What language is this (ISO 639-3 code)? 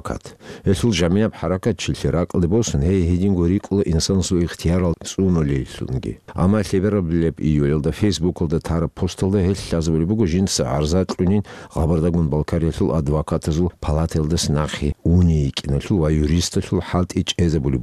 ava